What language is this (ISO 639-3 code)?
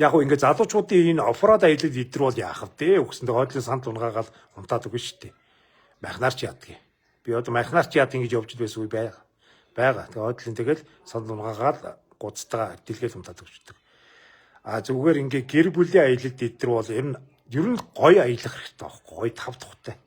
mon